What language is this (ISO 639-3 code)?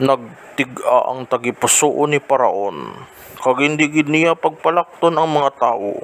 hil